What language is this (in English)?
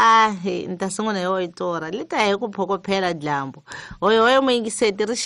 Tsonga